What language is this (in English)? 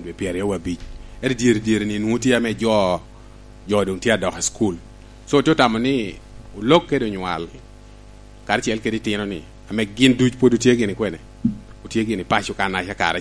Lango (Uganda)